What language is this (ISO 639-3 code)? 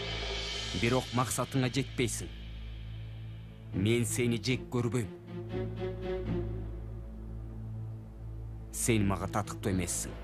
kir